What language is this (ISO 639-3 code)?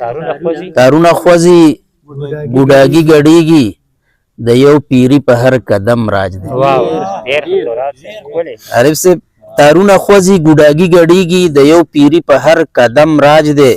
pus